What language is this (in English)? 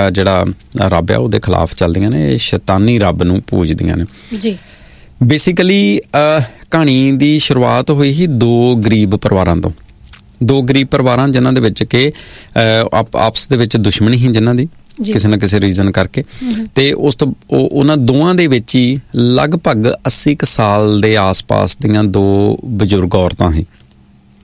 Punjabi